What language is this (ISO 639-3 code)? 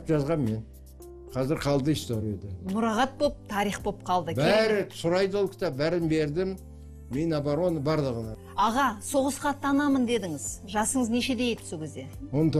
kaz